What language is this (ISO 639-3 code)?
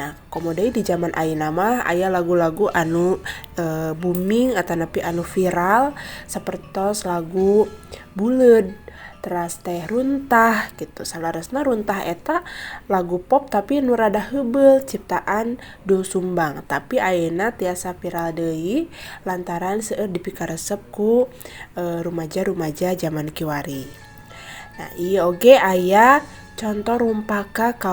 sun